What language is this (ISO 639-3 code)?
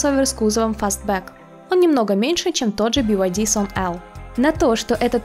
rus